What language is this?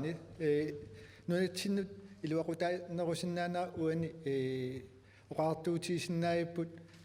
Kalaallisut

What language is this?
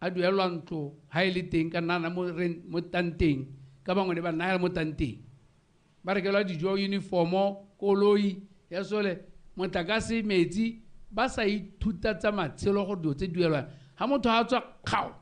Tswana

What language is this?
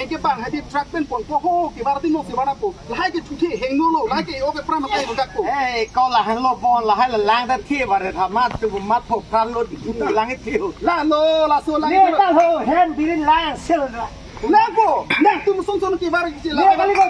Karbi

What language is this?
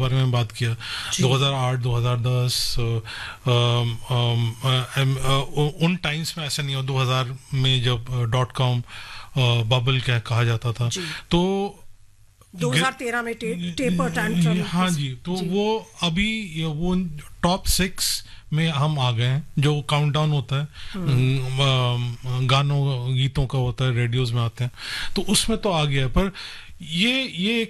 Hindi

